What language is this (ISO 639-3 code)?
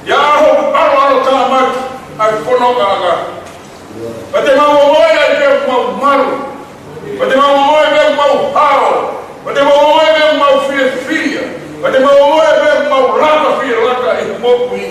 ton